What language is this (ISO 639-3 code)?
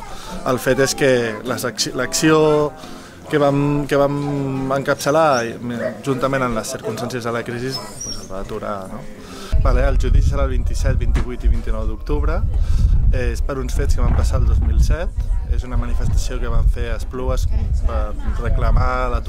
cat